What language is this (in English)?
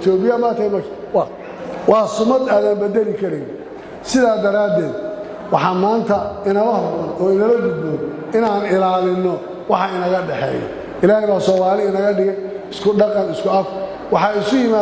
Somali